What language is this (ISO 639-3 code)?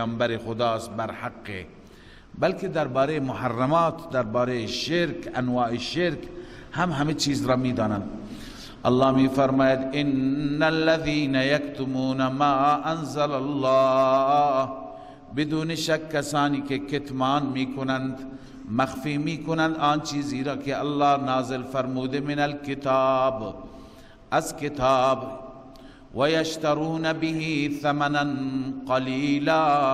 fas